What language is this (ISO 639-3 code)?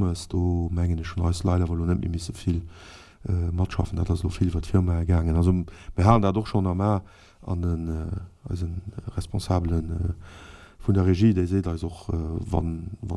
ltz